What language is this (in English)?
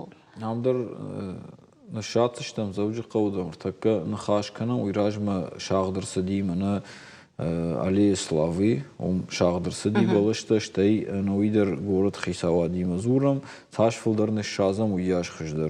Ossetic